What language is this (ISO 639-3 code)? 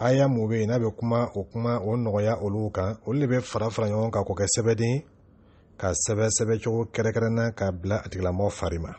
dyu